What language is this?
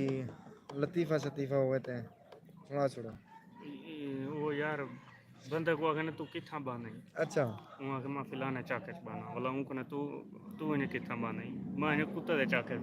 Saraiki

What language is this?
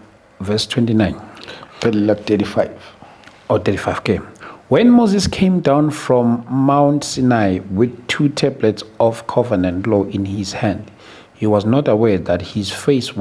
Zulu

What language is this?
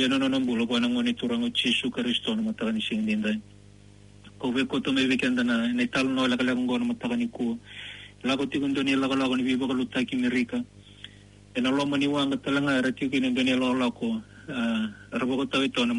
Fijian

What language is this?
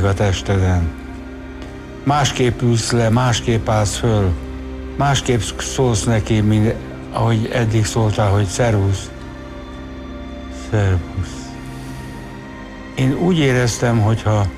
Hungarian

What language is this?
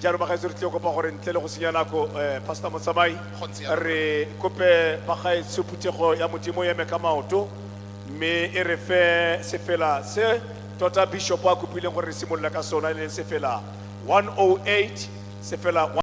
Tswana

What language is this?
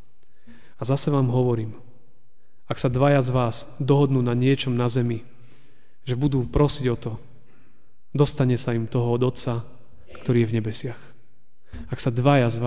Slovak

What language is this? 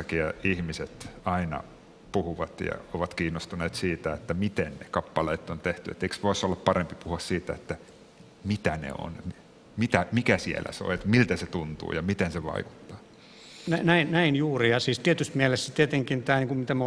Finnish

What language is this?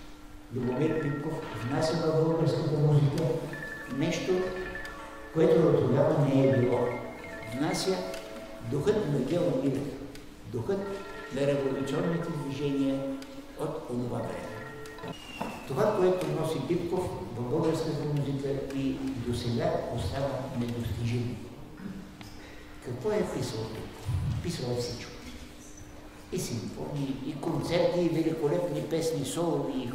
Bulgarian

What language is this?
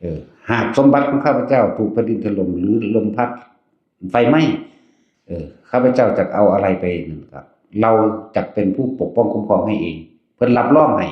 Northeastern Thai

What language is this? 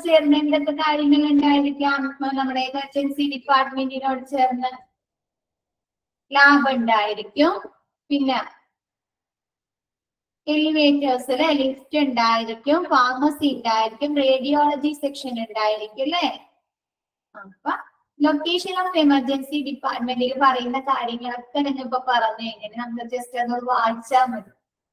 Malayalam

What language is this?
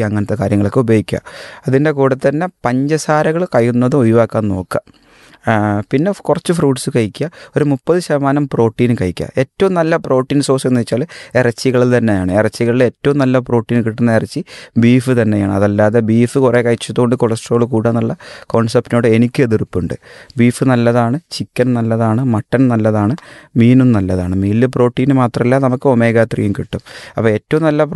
Malayalam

